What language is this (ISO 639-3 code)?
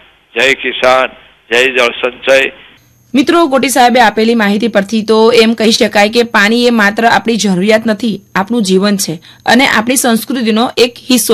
guj